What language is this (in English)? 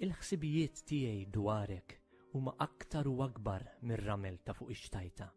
Maltese